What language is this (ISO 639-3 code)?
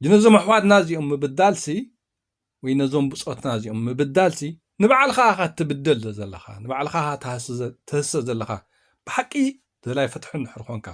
tir